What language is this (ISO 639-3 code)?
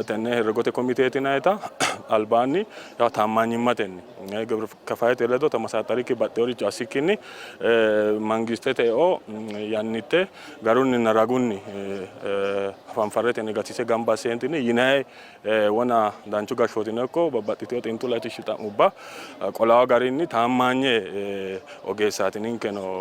sid